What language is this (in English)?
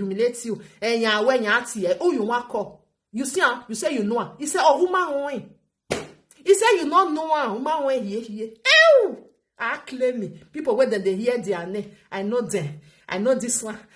Nigerian Pidgin